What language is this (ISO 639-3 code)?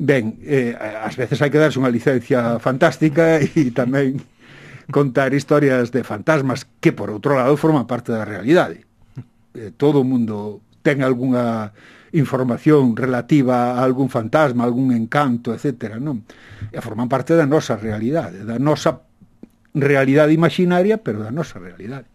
glg